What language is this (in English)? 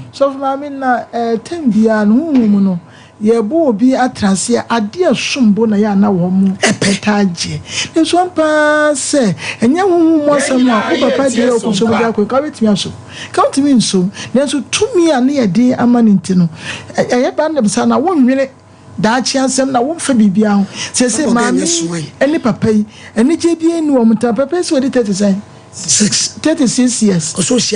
Akan